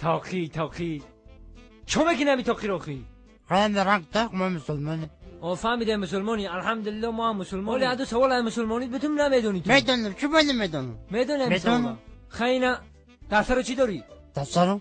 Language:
Tajik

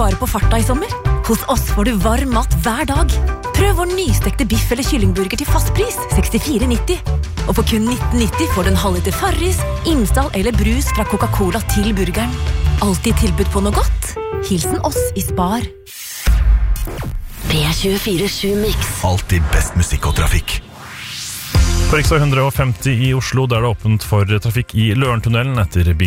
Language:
Norwegian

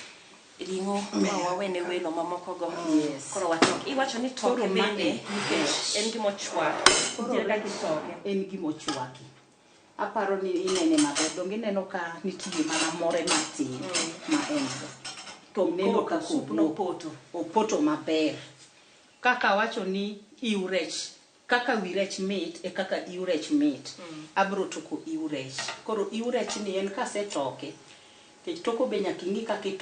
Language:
Luo (Kenya and Tanzania)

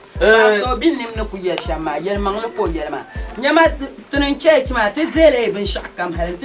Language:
Dagbani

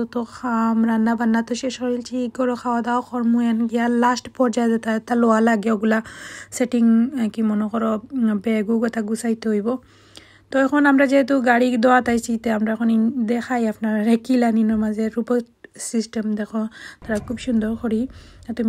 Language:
Sylheti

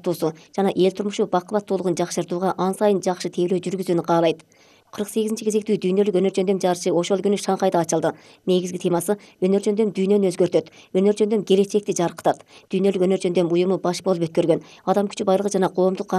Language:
Kyrgyz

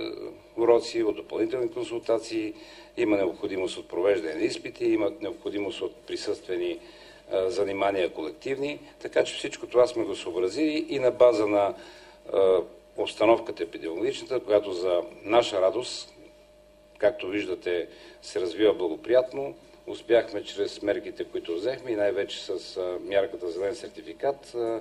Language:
Bulgarian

